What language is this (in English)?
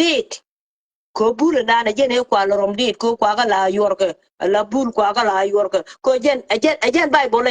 Nuer